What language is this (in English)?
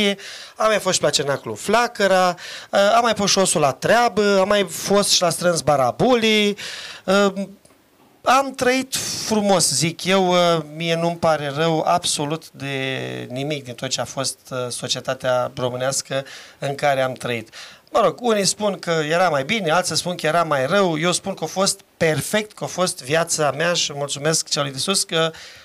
Romanian